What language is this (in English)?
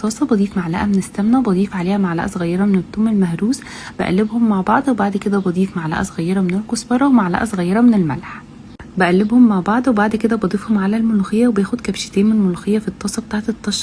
Egyptian Arabic